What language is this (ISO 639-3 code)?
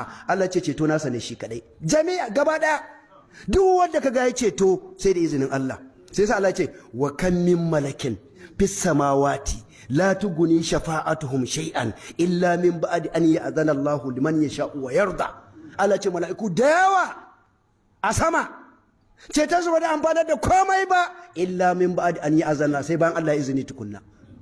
hau